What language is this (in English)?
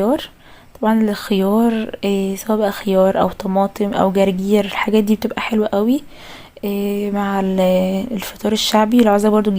Egyptian Arabic